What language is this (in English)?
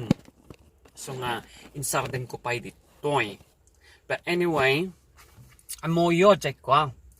Iloko